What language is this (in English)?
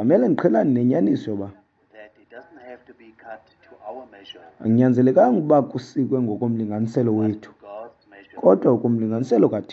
Xhosa